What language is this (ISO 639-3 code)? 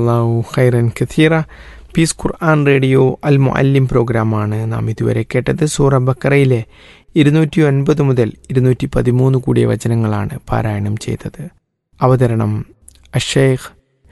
mal